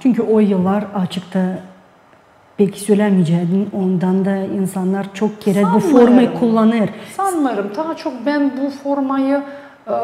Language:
Gagauz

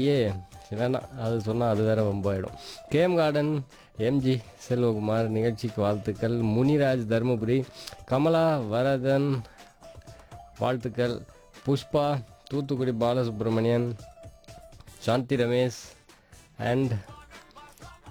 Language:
Tamil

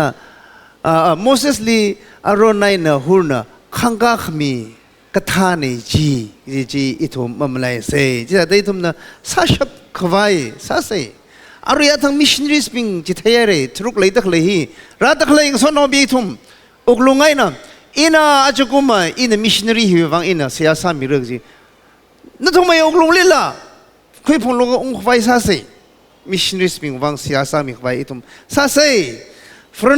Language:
Tangkhul Naga (India)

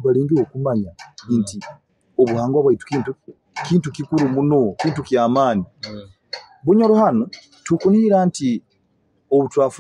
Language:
Nyoro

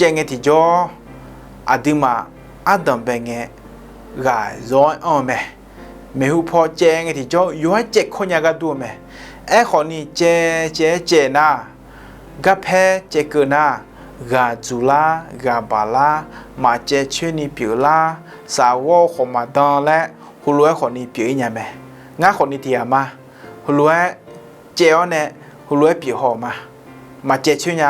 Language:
Akha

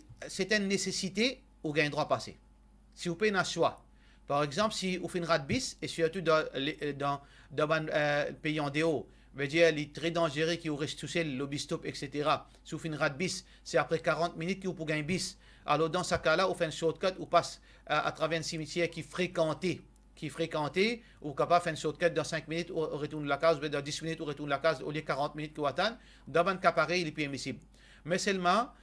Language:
Morisyen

